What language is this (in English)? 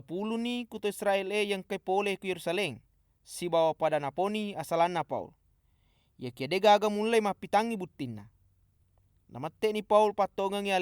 Buginese